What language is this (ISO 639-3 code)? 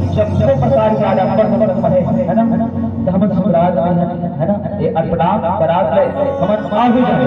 hne